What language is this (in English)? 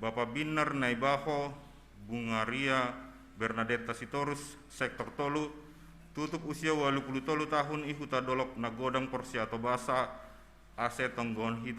Batak Simalungun